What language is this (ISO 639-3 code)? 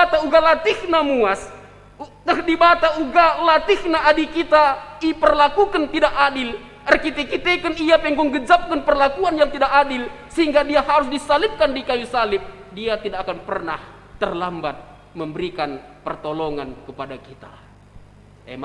btx